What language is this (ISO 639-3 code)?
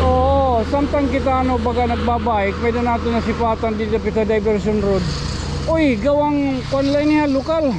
war